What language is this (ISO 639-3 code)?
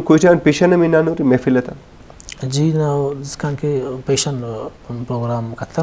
brh